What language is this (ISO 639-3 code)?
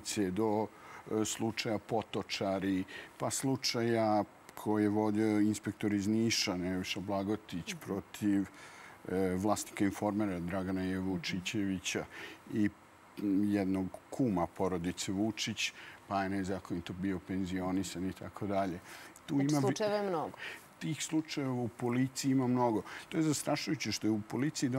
srp